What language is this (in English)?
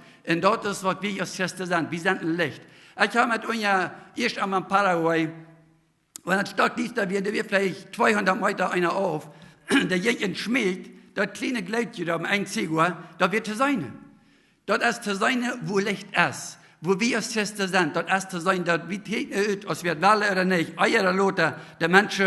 Plautdietsch